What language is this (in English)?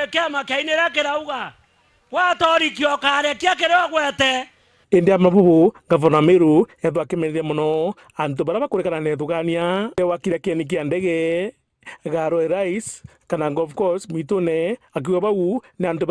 Meru